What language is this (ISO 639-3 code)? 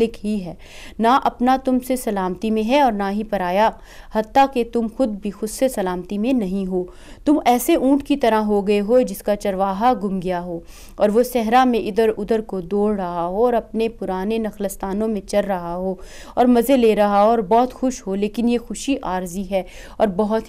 urd